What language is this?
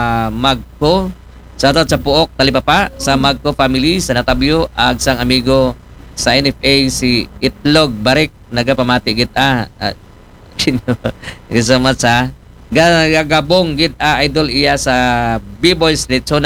Aklanon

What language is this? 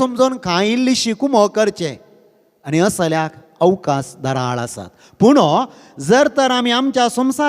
Konkani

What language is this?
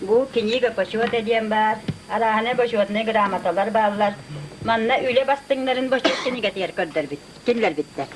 Yakut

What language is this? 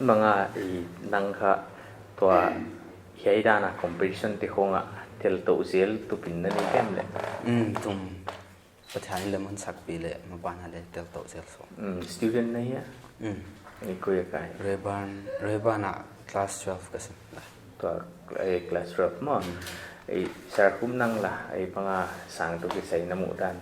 Paite Chin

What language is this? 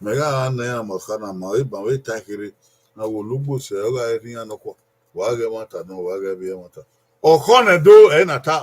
Bini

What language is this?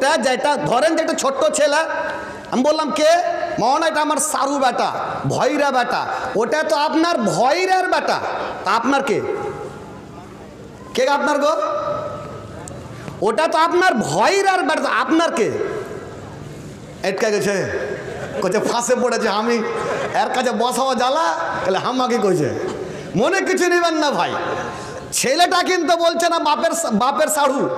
Bangla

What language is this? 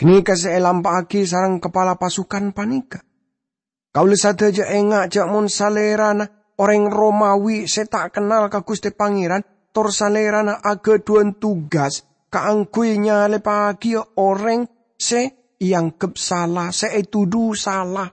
Madurese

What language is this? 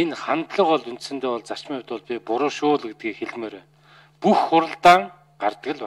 Mongolian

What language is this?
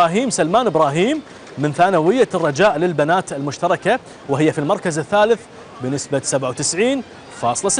Gulf Arabic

